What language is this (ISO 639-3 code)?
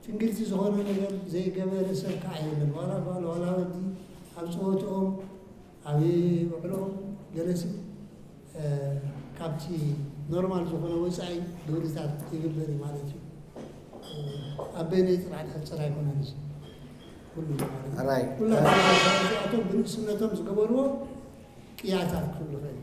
tir